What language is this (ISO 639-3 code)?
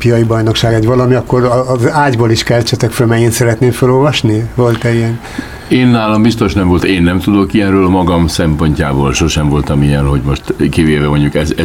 hun